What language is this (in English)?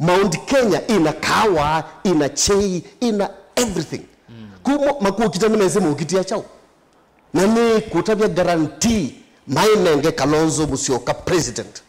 Kamba